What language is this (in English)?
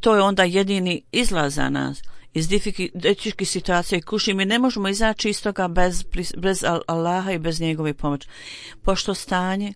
Bosnian